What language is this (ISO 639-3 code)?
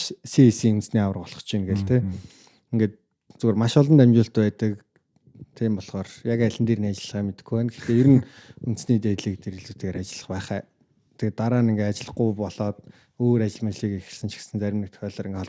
mon